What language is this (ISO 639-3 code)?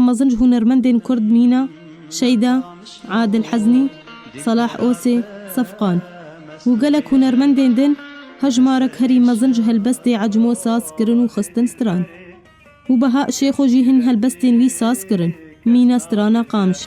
kur